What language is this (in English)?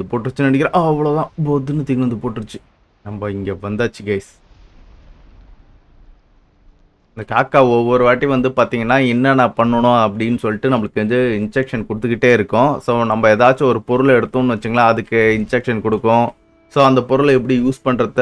Tamil